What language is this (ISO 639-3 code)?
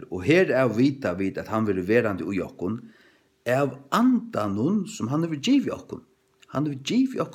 fao